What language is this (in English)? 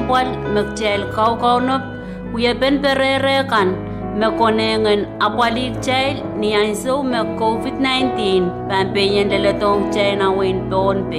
Pohnpeian